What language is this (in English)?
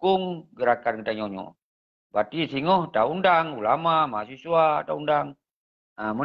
Achinese